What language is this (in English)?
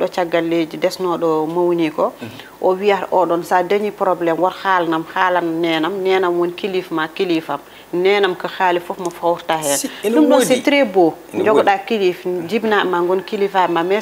Fula